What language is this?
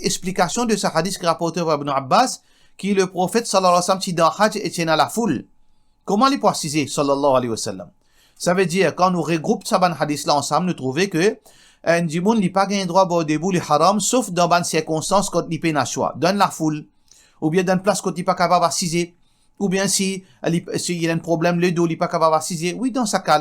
Morisyen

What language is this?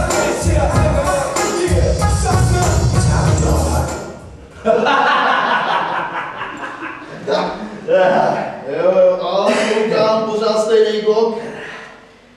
Czech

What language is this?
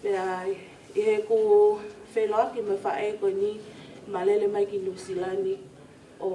Tongan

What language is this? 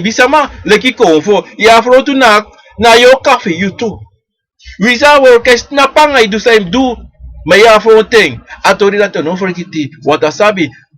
Sranan Tongo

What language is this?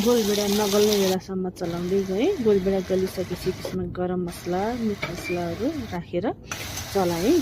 Nepali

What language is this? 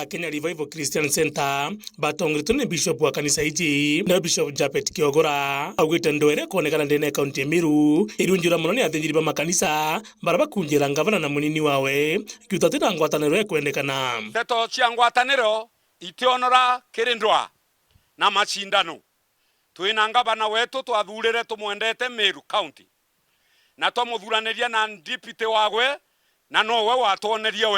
Meru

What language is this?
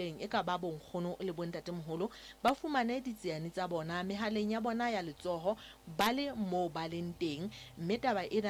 Southern Sotho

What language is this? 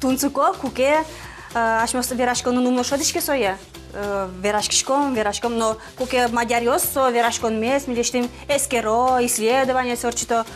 Udmurt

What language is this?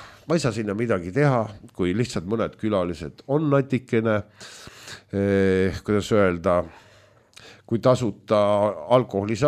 Estonian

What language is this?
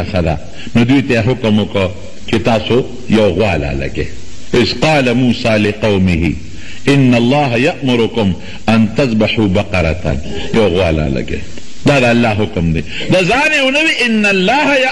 Pashto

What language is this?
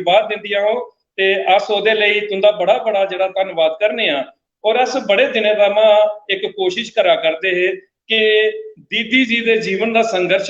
Dogri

